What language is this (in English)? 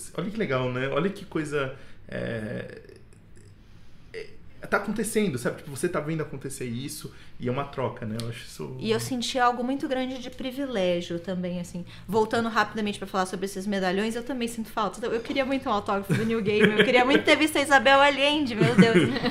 Portuguese